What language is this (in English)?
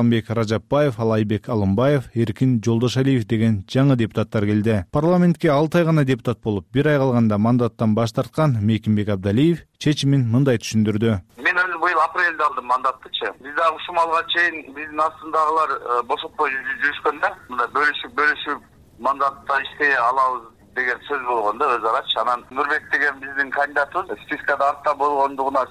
Kyrgyz